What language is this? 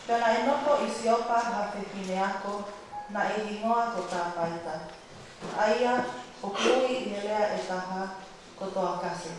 Tongan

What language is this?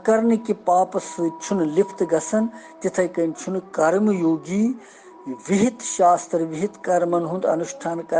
Kashmiri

